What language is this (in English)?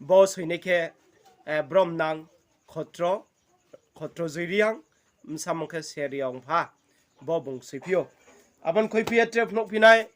Riang (India)